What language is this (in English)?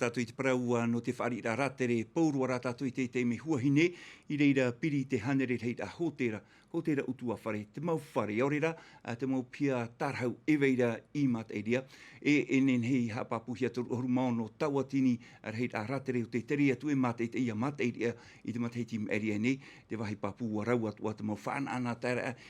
Tahitian